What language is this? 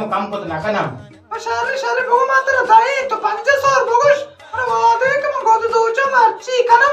Baluchi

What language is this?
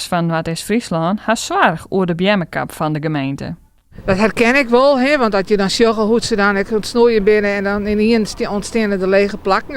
Western Frisian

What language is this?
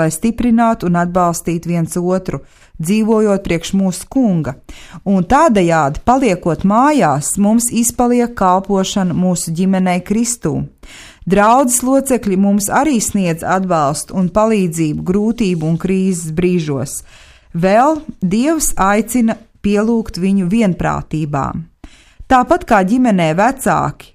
Latvian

